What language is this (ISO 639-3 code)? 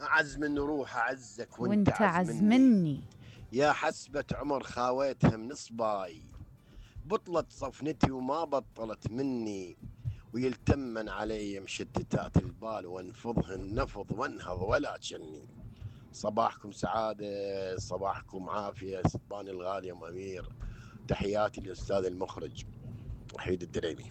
acm